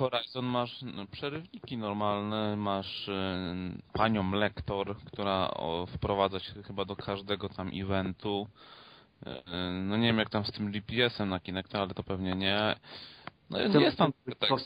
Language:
Polish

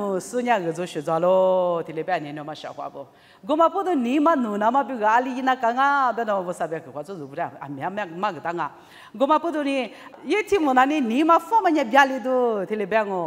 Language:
Lisu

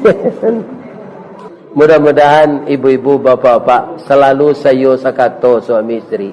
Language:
Minangkabau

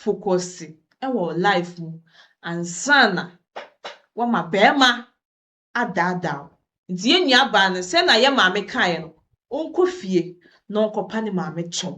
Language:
Akan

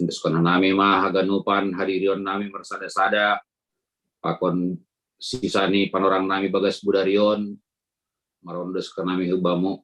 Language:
Batak Simalungun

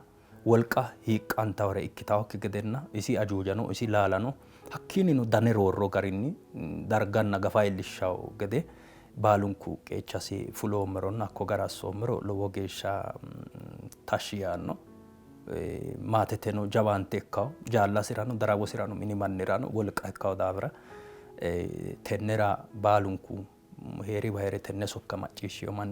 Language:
Sidamo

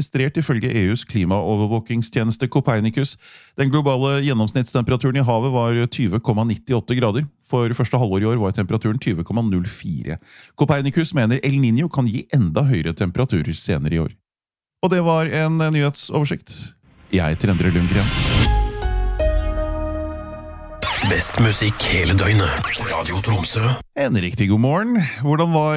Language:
Norwegian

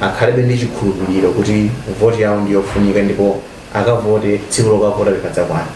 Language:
Nyanja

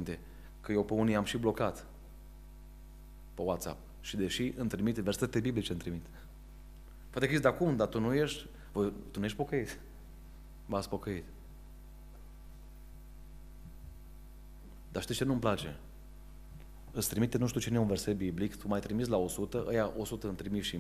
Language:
Romanian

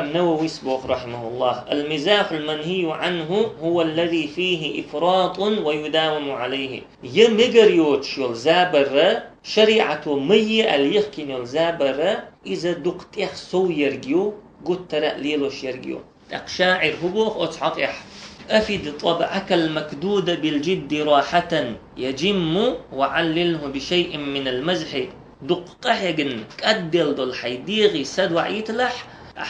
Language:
Chechen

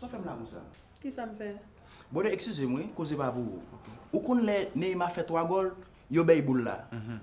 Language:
Haitian Creole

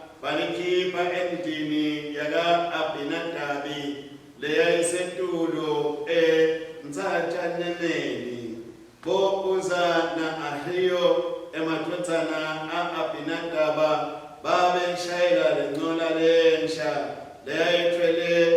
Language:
Swati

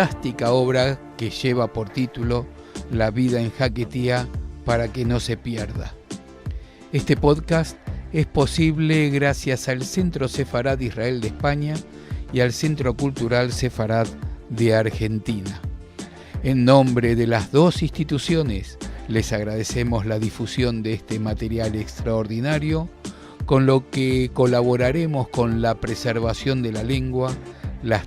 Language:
Ladino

